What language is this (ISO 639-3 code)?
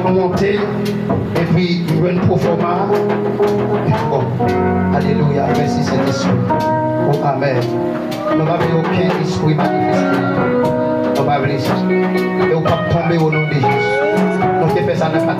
hat